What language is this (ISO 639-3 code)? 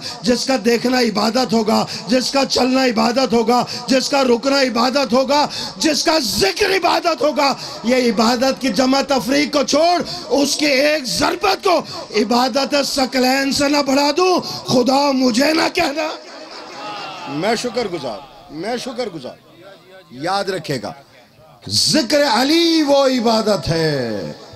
urd